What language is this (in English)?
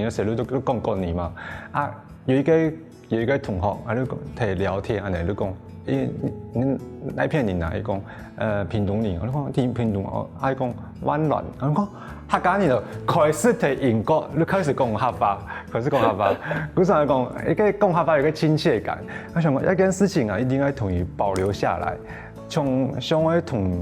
Hakka Chinese